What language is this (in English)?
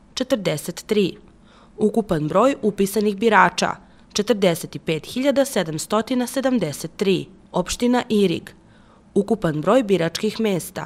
Serbian